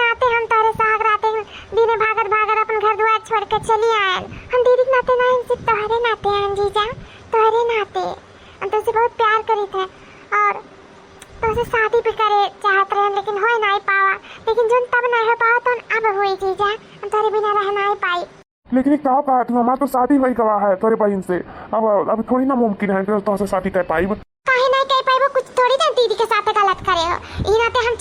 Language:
Awadhi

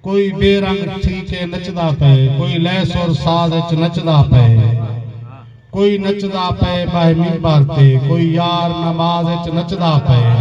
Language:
Saraiki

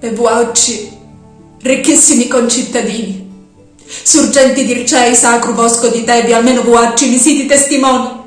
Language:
Sicilian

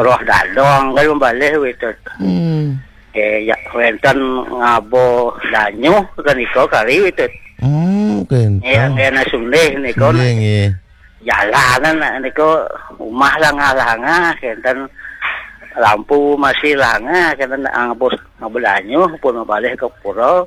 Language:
Balinese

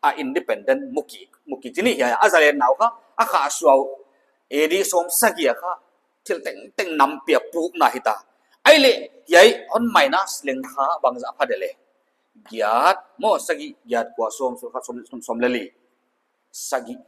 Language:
Paite Chin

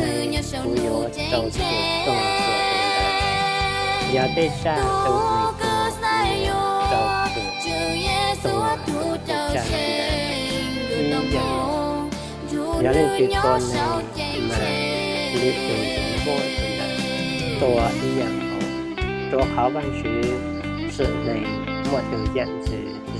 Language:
Hmong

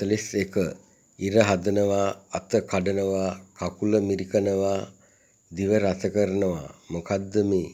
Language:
Sinhala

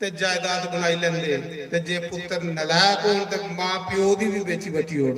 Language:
Dogri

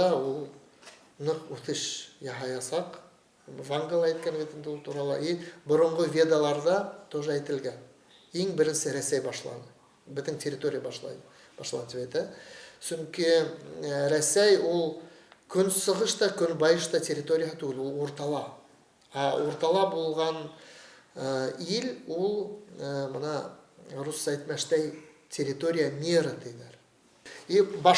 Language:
Bashkir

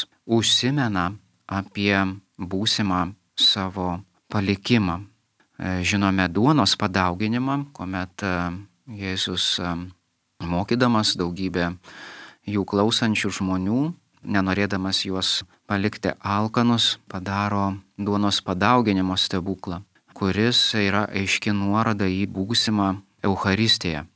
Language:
Lithuanian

